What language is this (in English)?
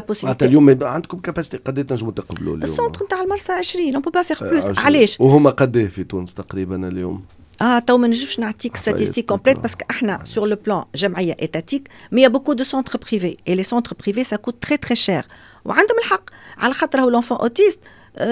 Tunisian Arabic